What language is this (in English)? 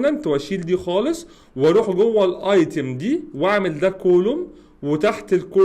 Egyptian Arabic